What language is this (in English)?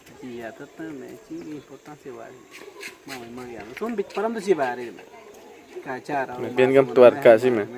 Awa-Cuaiquer